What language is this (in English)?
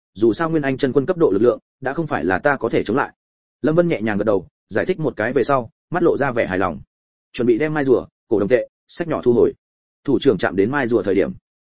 Vietnamese